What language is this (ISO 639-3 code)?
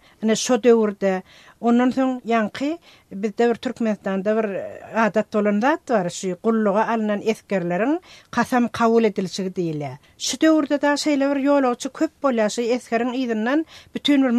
tuk